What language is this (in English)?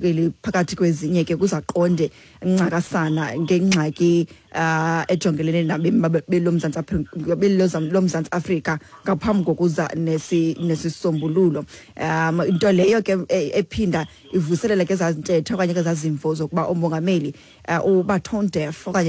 Xhosa